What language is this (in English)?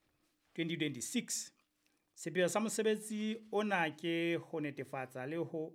Southern Sotho